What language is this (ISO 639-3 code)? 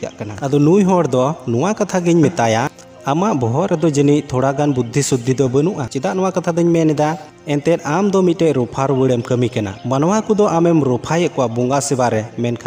sat